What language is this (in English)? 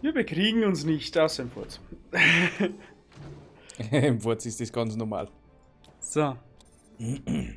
Bavarian